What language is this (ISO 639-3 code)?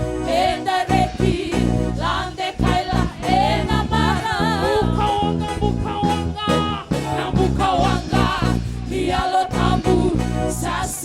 fij